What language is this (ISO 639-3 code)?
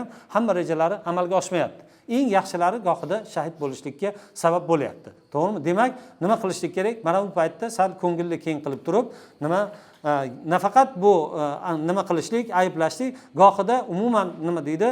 uzb